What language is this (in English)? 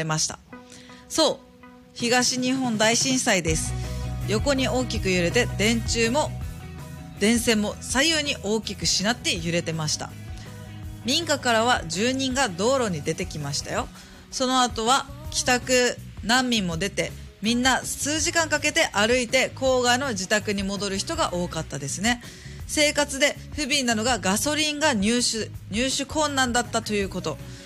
Japanese